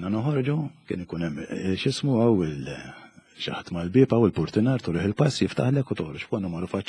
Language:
Maltese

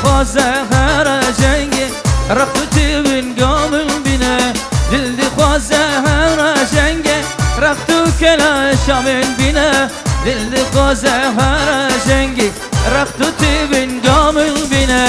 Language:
Kurdish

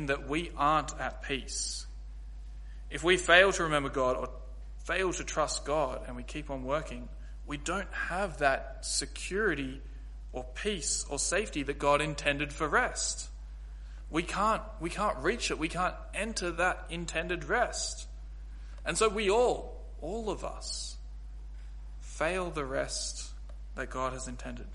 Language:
English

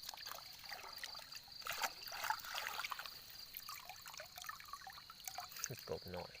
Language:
Lao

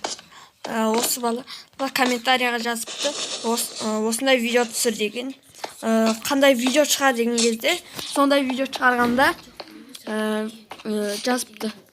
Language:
Kazakh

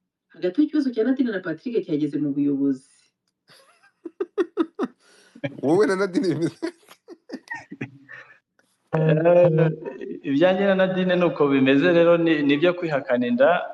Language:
Kinyarwanda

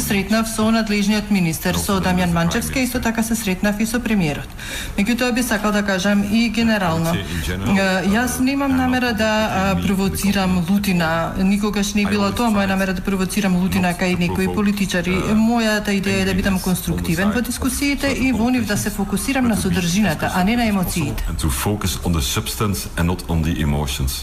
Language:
Macedonian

